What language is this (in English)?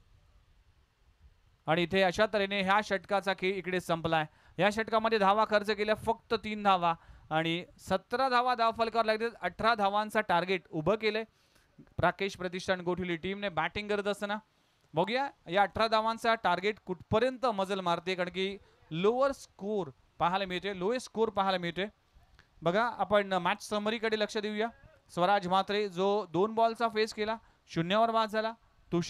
Marathi